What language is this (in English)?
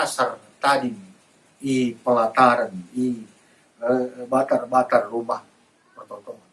Batak Karo